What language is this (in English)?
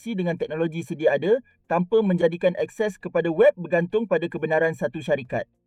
Malay